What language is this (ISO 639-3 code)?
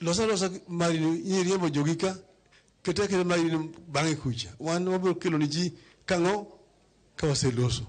luo